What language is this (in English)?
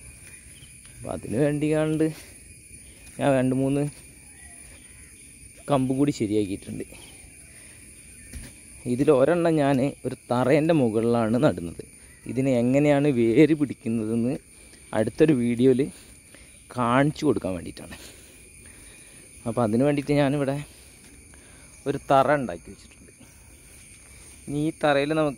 Malayalam